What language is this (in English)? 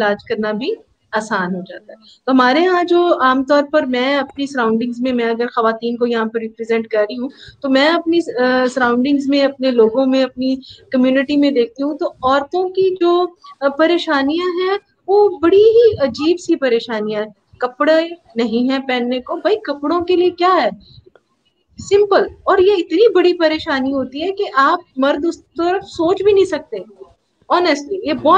Urdu